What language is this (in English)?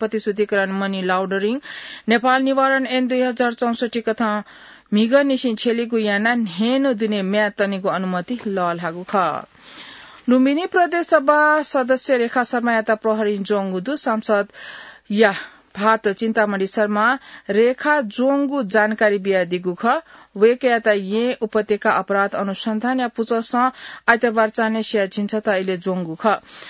Newari